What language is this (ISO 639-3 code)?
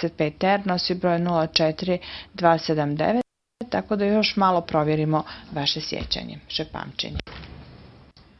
hrv